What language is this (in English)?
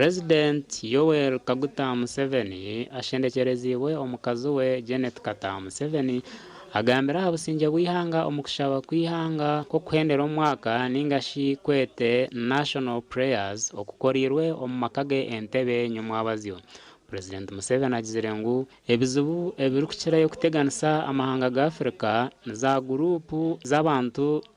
Nyankole